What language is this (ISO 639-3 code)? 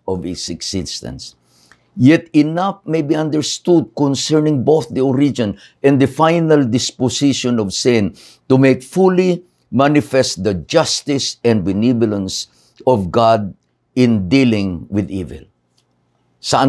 ilo